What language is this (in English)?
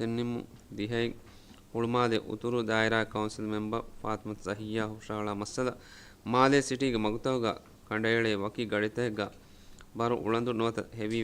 Divehi